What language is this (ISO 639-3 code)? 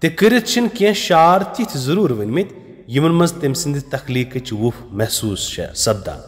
kas